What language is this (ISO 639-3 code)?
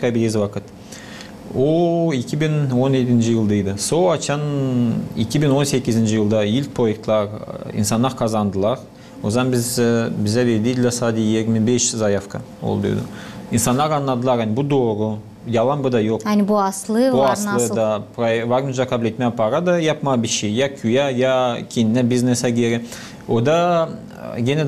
gag